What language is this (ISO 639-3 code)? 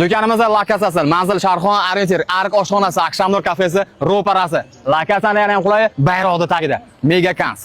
uzb